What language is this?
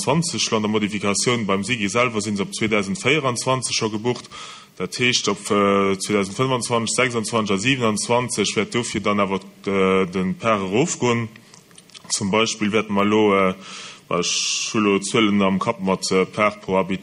Luxembourgish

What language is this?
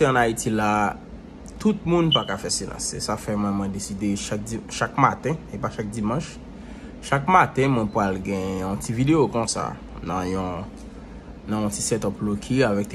Haitian Creole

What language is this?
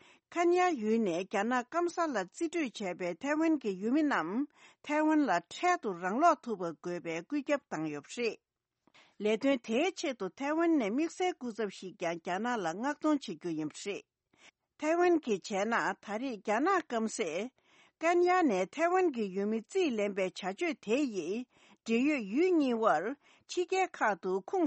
Tibetan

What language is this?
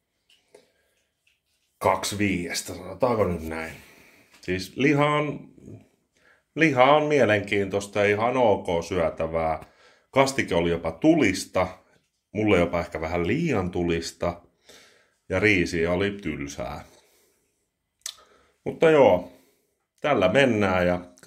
Finnish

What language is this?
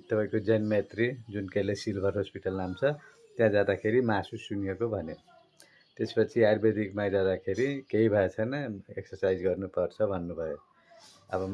Nepali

